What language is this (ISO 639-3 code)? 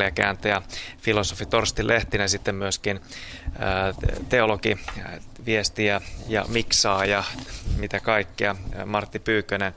fin